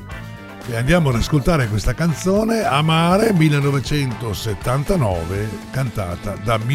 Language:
Italian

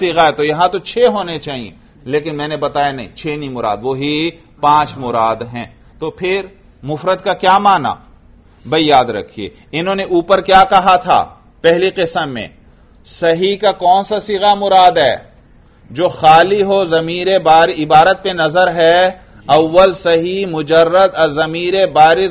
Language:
Urdu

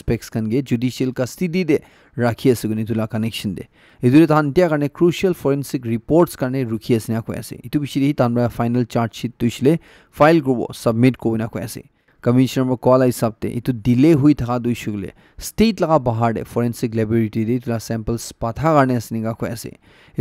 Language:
Naga Pidgin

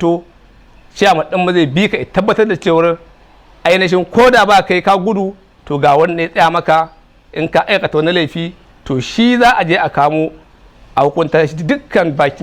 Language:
Hausa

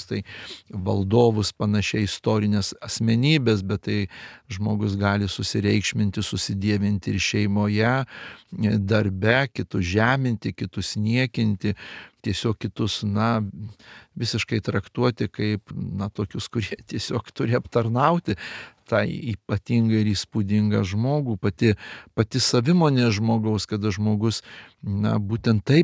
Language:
Lithuanian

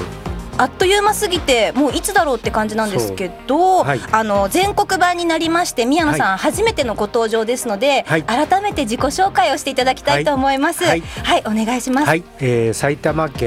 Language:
Japanese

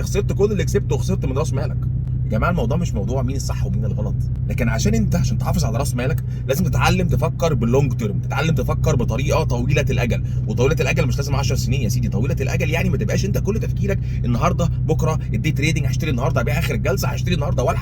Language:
Egyptian Arabic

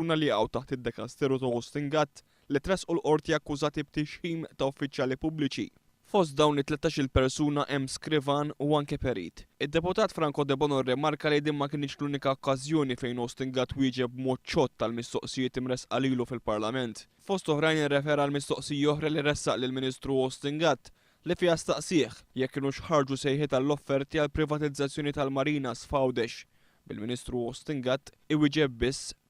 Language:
Maltese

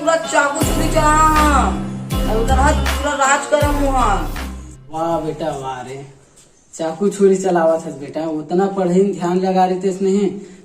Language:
Chhattisgarhi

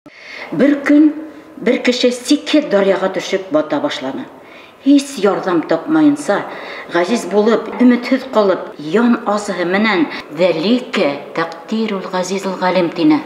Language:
Bashkir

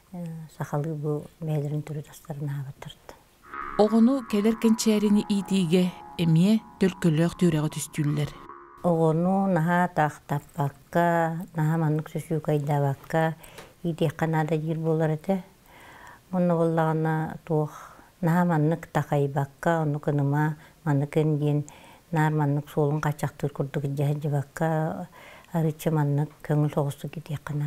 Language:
Yakut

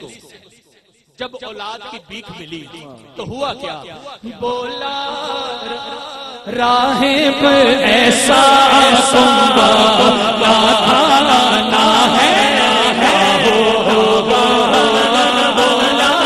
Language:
Urdu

